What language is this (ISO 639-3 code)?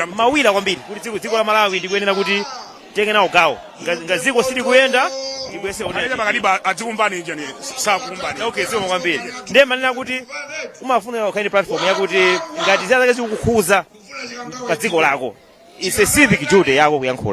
nya